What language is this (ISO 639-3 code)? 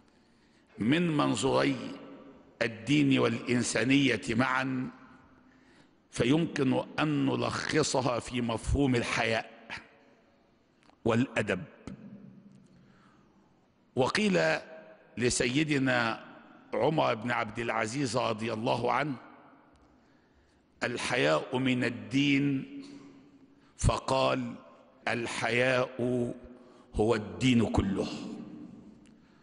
ara